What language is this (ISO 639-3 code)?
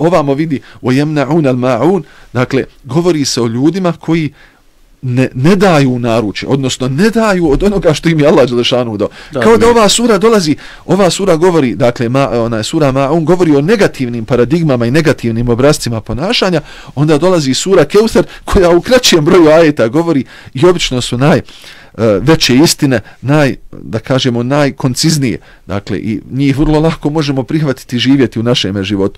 bos